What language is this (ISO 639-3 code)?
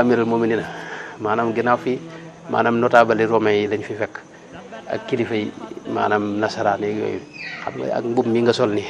wol